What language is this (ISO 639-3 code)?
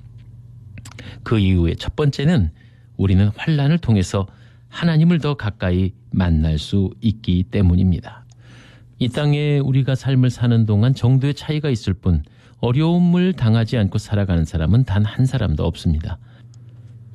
kor